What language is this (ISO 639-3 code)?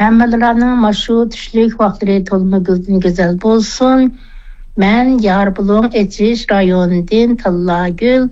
uig